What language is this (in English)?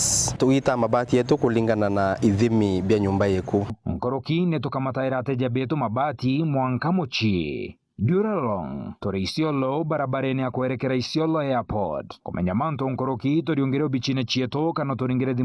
Meru